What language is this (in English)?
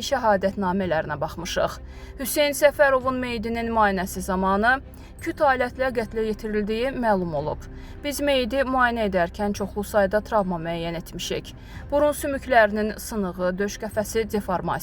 Azerbaijani